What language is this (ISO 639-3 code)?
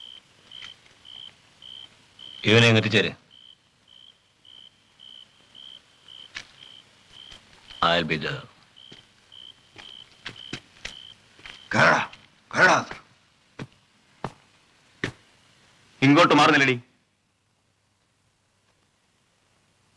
mal